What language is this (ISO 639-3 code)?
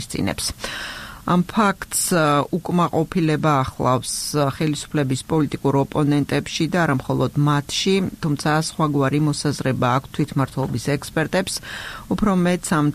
kat